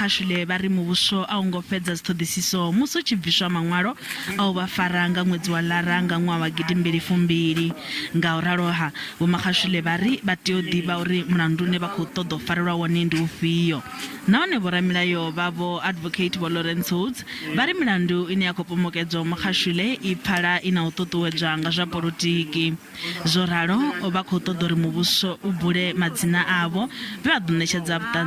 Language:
Venda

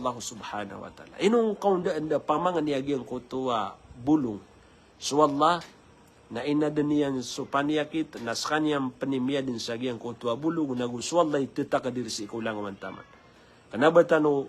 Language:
Maranao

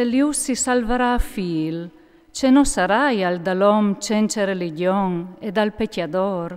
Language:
Friulian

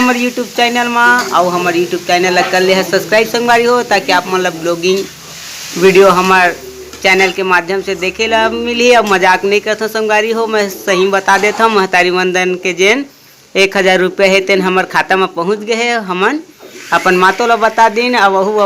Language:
Chhattisgarhi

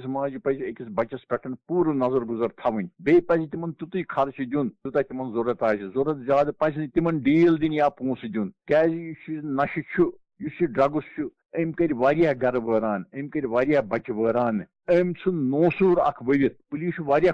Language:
Kashmiri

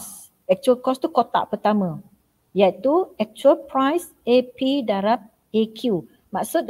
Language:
Malay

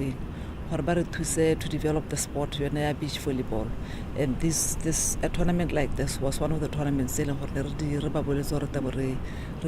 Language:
Tswana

